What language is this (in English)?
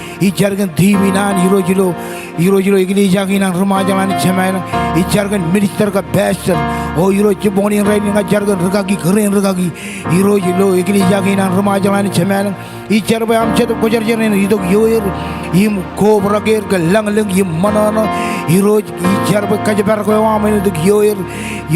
Marshallese